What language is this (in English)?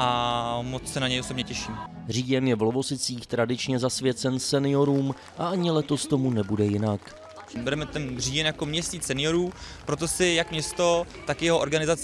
Czech